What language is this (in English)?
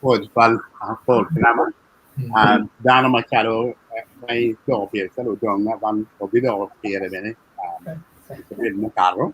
Acoli